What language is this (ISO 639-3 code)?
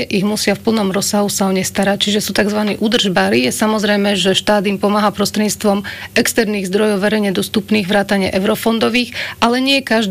slk